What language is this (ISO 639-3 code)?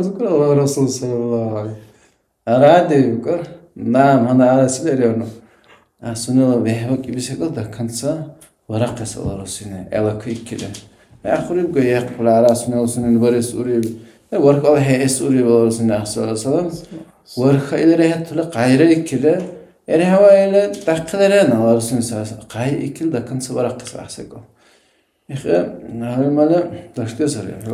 dar